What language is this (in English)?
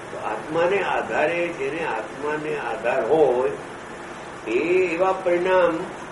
Gujarati